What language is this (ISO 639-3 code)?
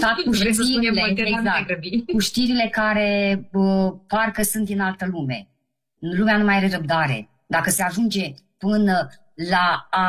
ron